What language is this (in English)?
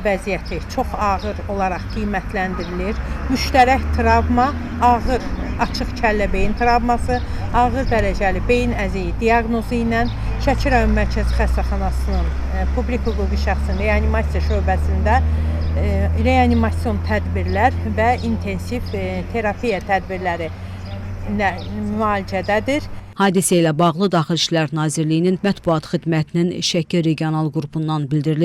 Azerbaijani